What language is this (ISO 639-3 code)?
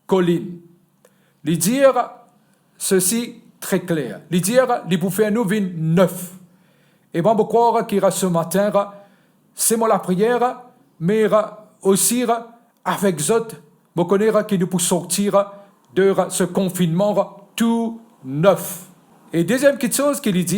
mfe